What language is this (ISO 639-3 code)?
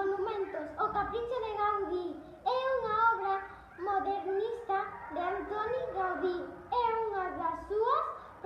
glg